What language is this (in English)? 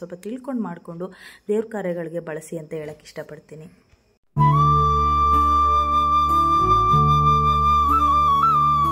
Kannada